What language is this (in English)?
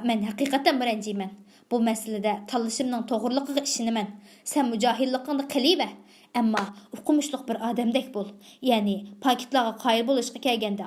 Uyghur